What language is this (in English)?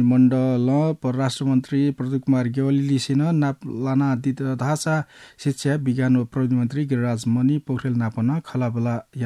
Newari